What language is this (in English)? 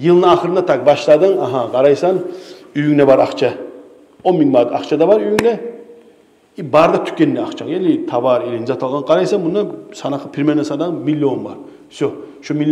Kumyk